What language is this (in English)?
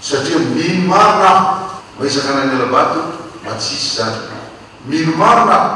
Malagasy